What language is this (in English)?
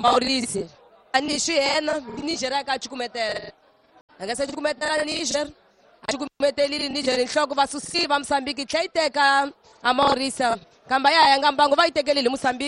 Tsonga